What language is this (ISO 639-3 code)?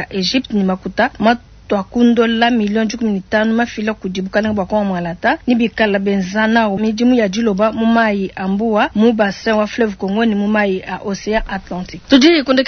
lua